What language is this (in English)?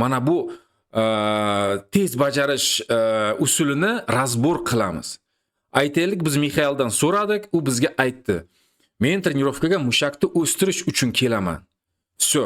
Uzbek